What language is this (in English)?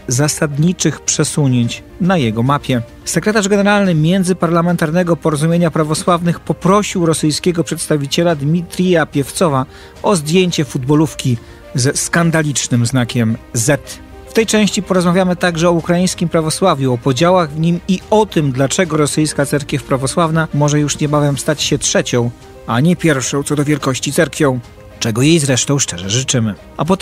Polish